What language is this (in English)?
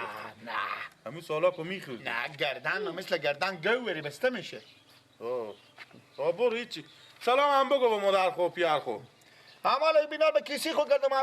Persian